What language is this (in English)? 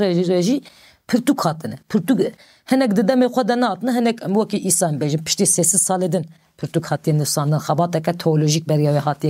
Kurdish